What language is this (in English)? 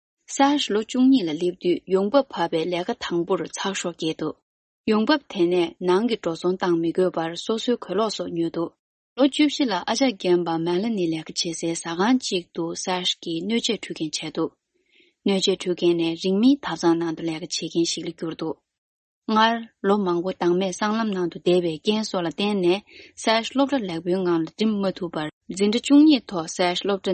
Tibetan